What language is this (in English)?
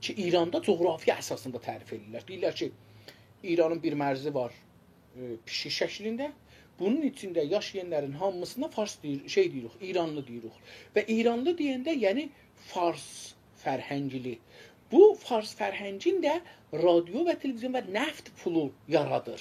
South Azerbaijani